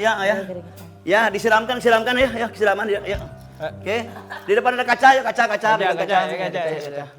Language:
Musi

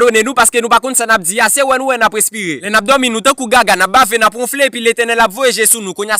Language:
Haitian Creole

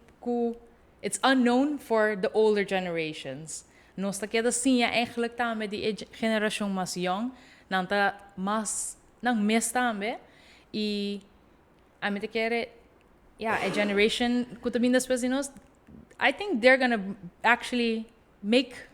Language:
Papiamento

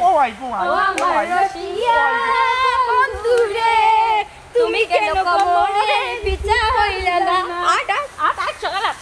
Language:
Sylheti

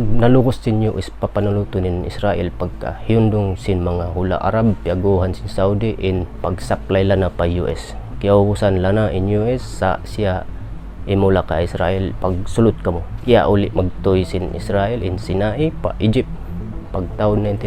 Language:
Tausug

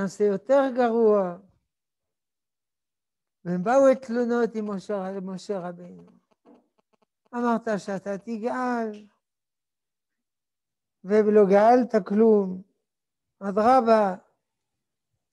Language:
Hebrew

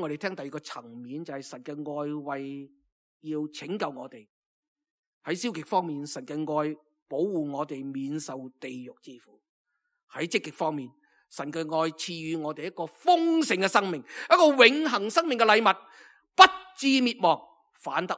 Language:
Cantonese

